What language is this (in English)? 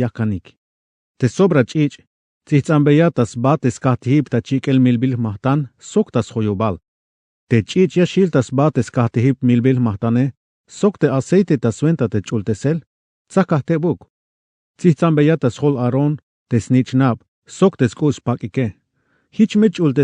Tzeltal